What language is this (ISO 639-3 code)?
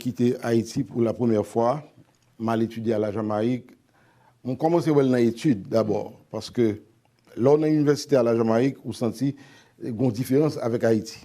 hat